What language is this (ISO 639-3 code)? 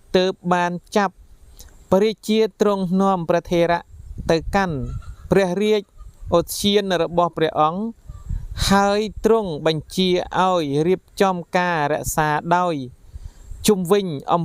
khm